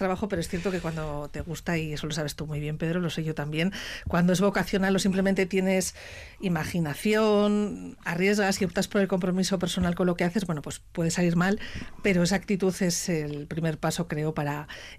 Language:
Spanish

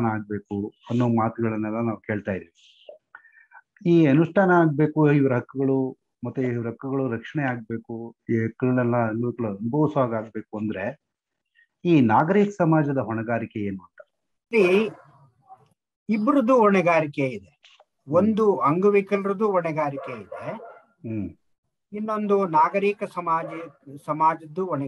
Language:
Kannada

